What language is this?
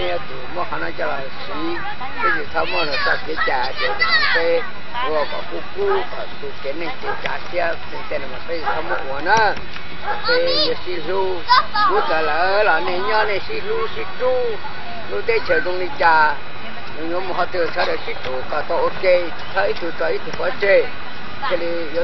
Hmong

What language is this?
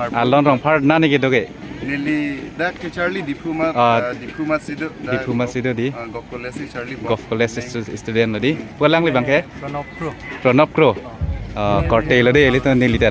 Karbi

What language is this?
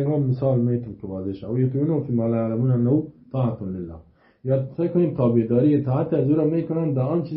Persian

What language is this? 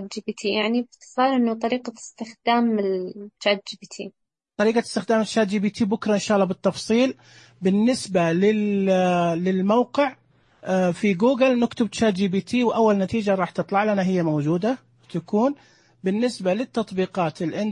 Najdi Arabic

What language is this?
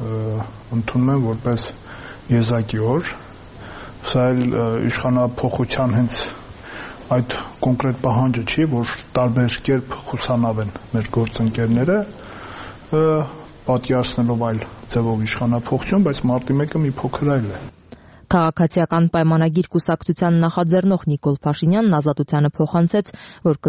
Armenian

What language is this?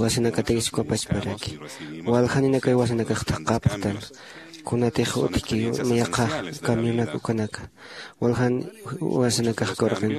Aymara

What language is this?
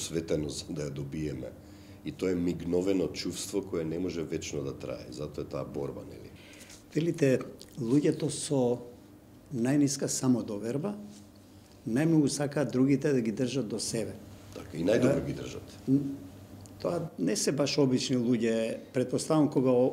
Macedonian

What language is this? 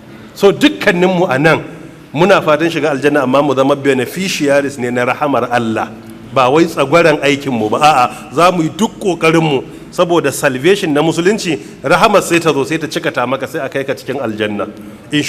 Hausa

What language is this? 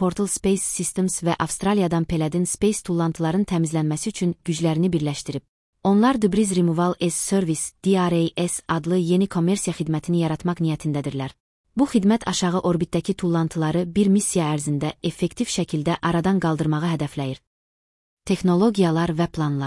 Azerbaijani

